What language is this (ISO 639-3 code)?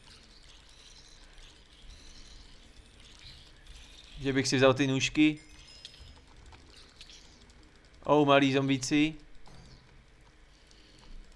ces